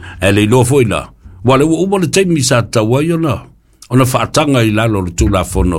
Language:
Samoan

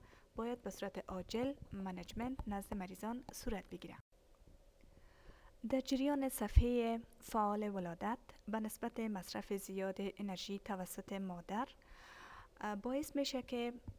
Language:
Persian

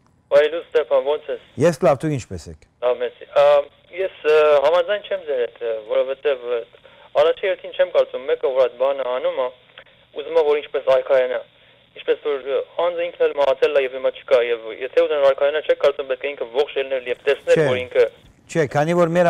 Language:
Western Armenian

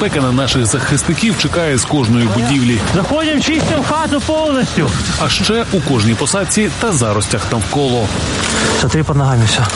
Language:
Ukrainian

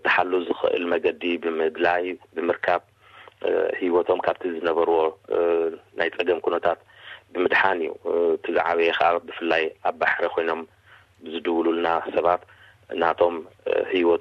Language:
Tigrinya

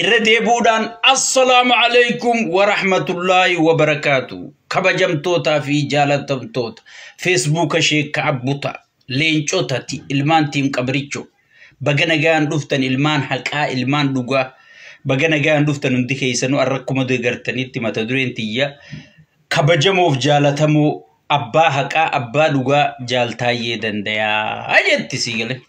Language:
Oromo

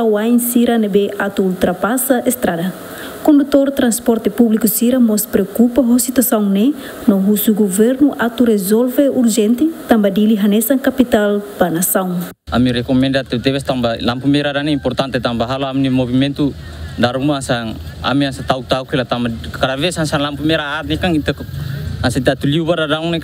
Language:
Tetum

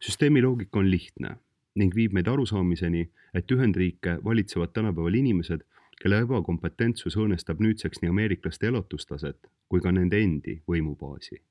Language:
Estonian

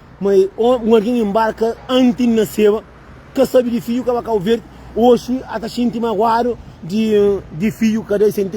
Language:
Kabuverdianu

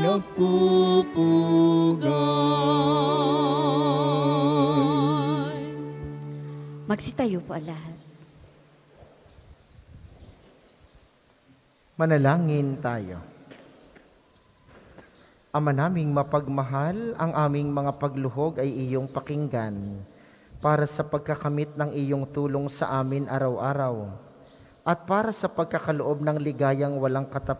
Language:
Filipino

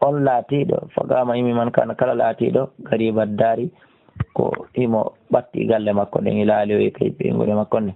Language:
Fula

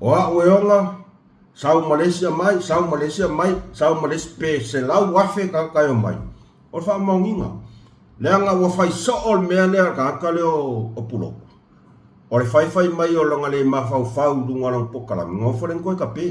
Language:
Samoan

